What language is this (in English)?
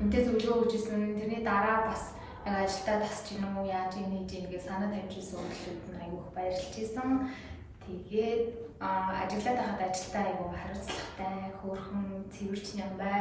Mongolian